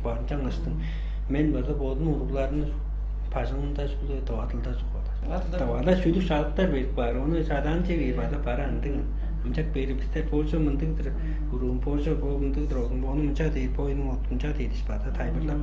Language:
Tuvinian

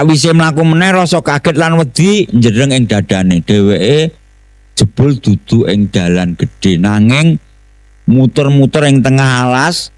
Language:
Javanese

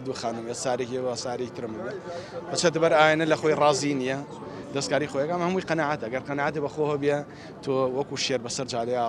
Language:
Central Kurdish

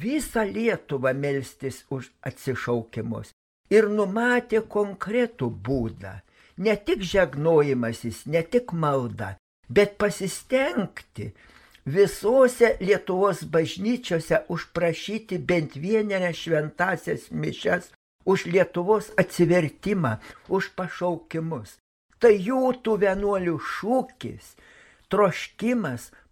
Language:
Lithuanian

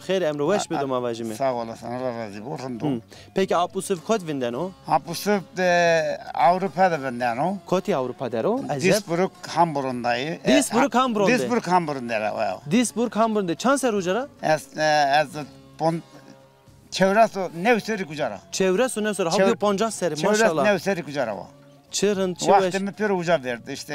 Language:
Zaza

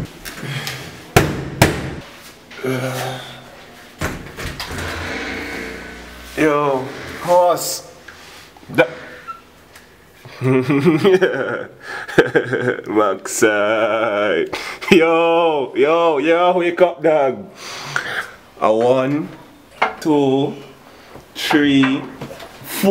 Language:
English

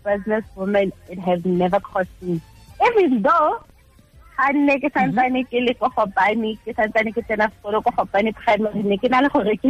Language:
Tswana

